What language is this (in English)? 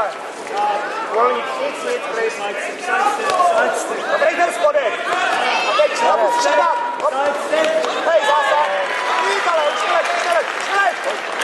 Czech